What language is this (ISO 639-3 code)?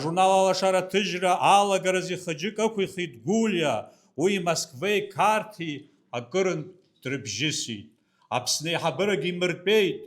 abk